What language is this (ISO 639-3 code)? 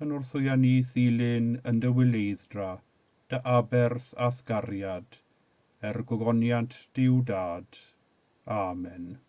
cym